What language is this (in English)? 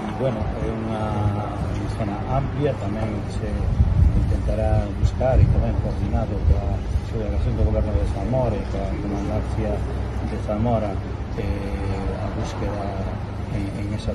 Galician